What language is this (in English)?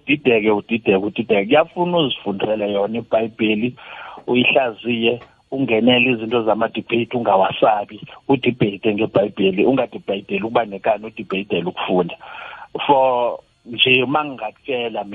South Ndebele